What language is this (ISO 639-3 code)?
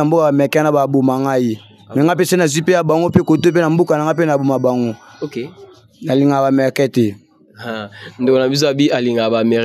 lin